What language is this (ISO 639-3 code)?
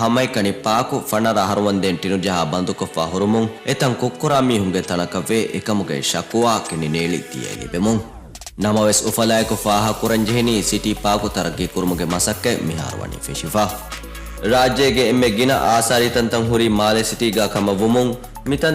div